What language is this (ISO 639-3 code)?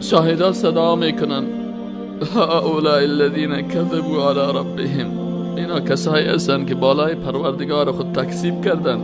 fas